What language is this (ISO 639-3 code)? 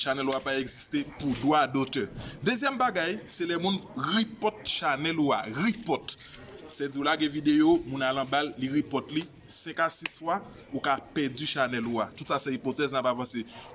hat